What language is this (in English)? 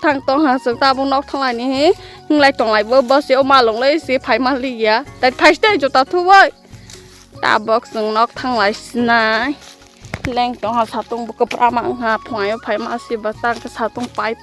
Kok Borok